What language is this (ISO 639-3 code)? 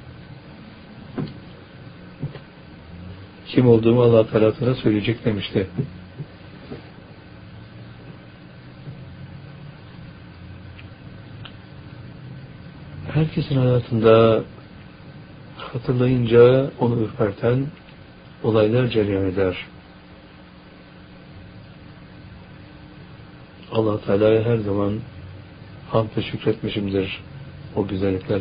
tur